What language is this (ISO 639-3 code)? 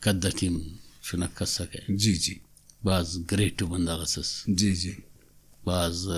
brh